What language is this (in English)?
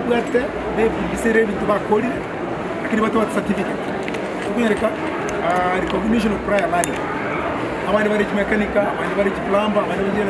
Gusii